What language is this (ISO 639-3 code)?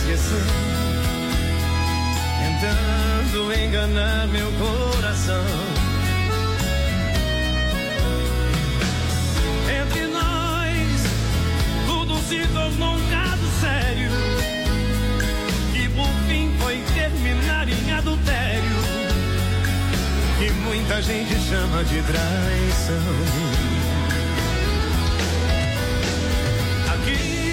por